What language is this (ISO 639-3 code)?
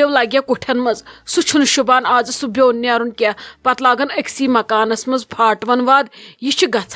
kas